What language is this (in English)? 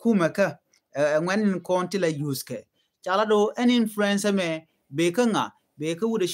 Nuer